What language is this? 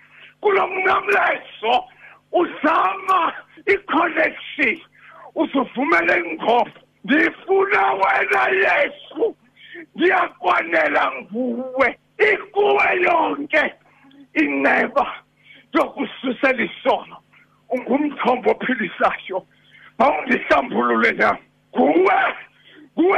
Xhosa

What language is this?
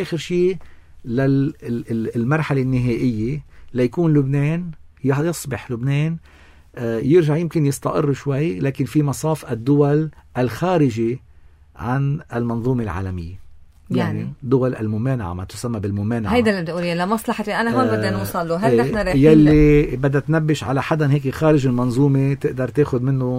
North Levantine Arabic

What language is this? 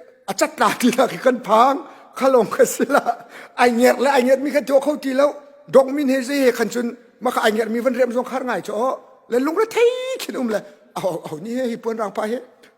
Hakha Chin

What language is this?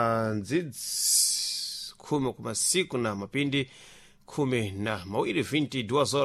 Sena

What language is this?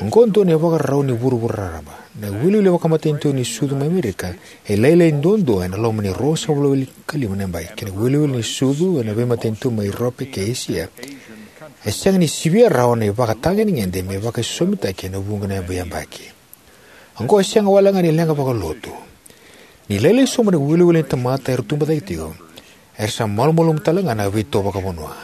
Fijian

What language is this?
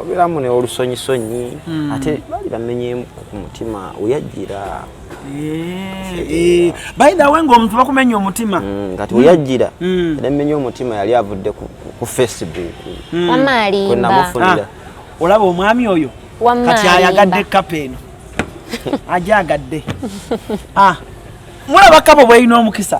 Ganda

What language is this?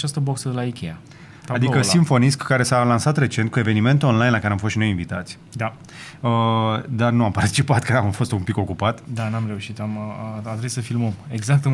Romanian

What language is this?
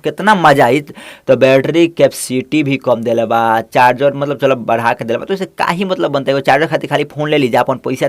Bhojpuri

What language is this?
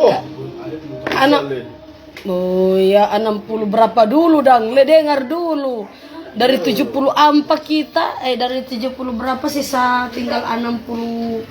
Manado Malay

